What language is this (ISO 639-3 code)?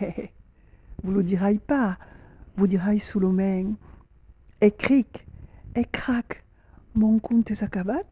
oci